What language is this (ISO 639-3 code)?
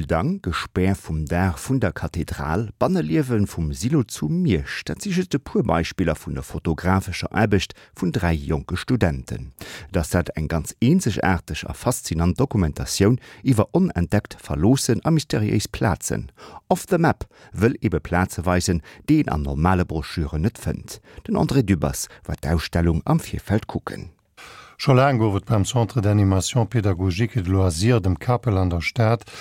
ltz